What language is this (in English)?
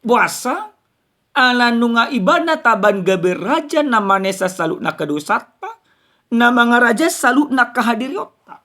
Batak Toba